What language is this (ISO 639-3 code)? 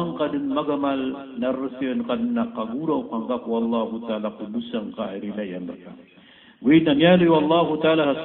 mrw